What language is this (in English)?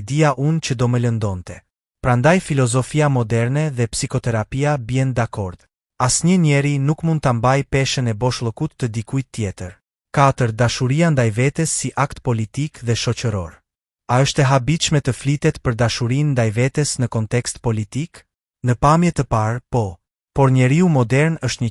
Albanian